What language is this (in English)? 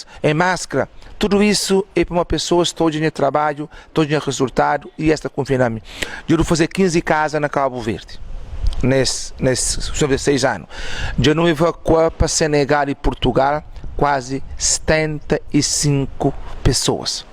Kabuverdianu